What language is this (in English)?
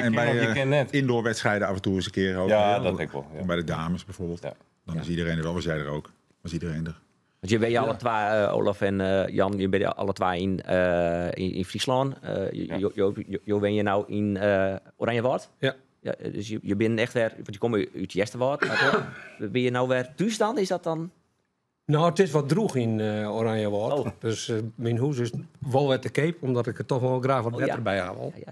Western Frisian